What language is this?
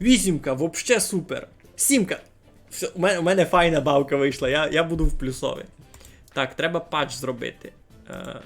Rusyn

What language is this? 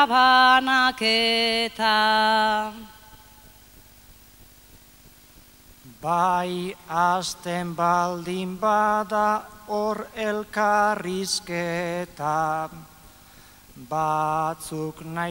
Basque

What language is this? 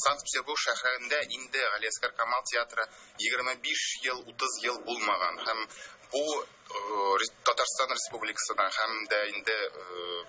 Tatar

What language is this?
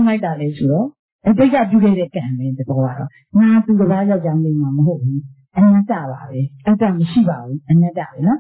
Burmese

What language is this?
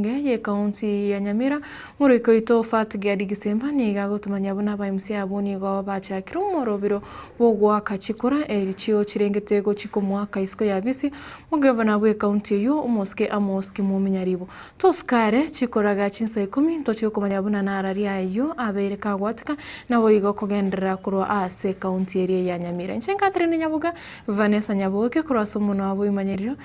Gusii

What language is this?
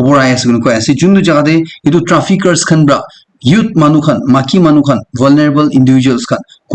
Naga Pidgin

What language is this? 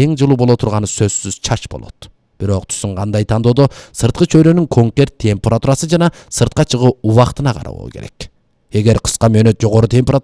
Kyrgyz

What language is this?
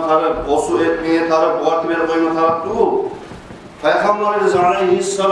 Kumyk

